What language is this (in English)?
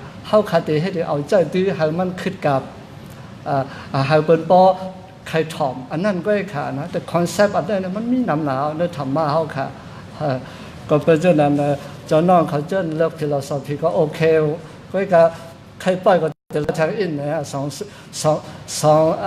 Shan